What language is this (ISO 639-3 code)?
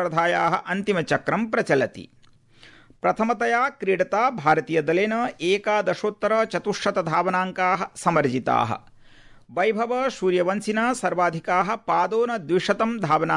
san